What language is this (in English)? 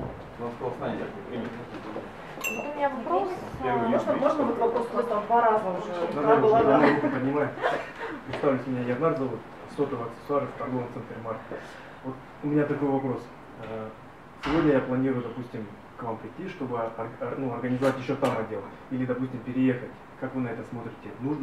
Russian